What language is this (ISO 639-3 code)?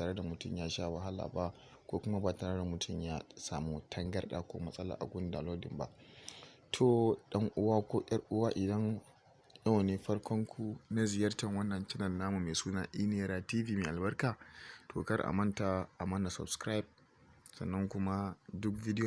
hau